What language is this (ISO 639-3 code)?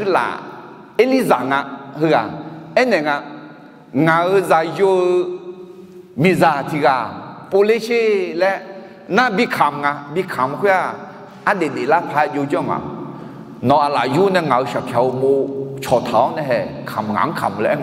ahk